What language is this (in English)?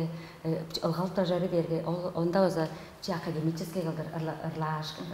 Tuvinian